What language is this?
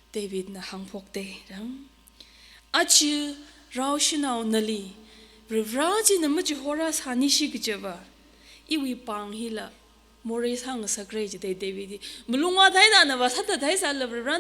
Tangkhul Naga (India)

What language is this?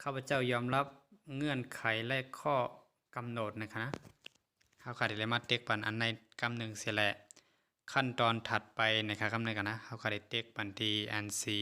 Shan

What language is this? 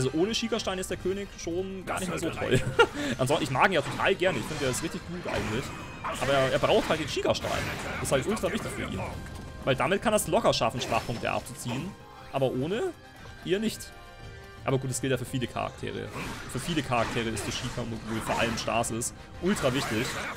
German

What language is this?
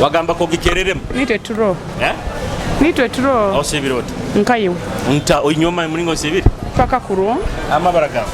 Nyoro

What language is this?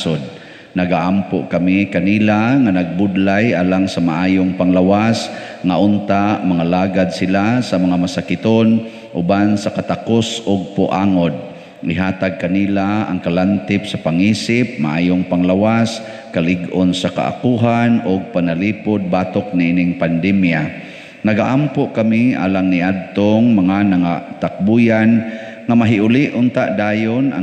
Cebuano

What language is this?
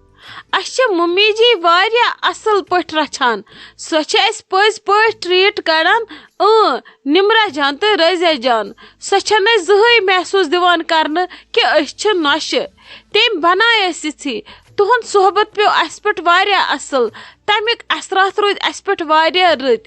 Kashmiri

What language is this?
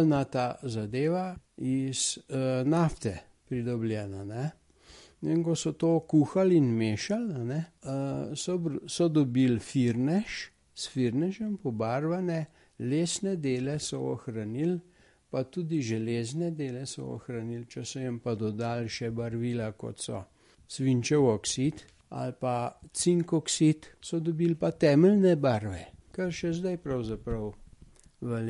Slovenian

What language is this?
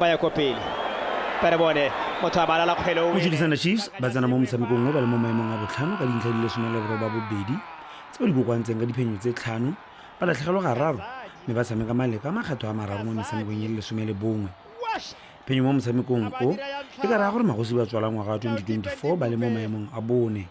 Tswana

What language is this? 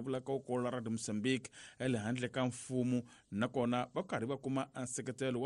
Tsonga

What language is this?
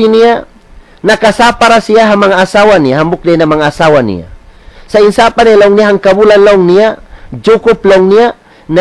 Tausug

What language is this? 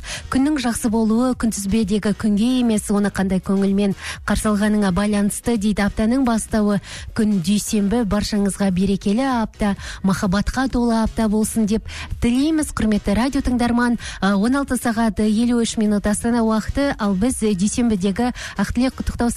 Kazakh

